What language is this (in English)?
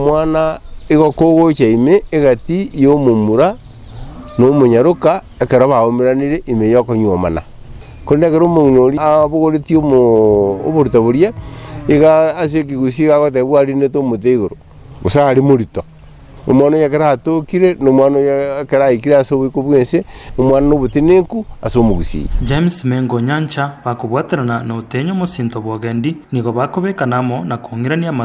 Gusii